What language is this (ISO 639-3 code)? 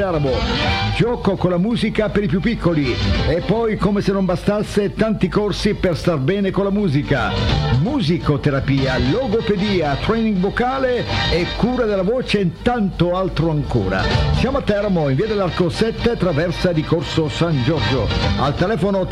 ita